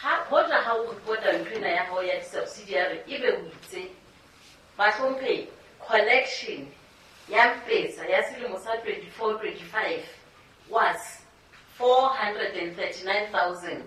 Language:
Southern Sotho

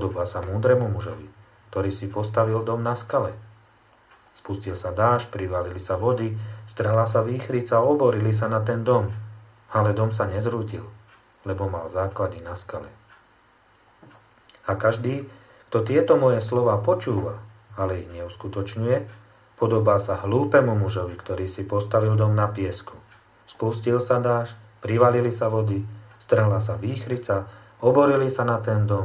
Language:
Slovak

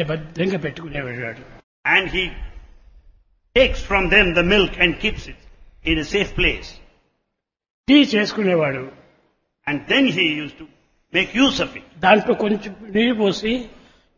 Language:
Telugu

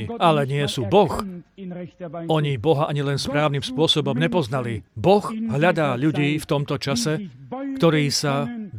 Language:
Slovak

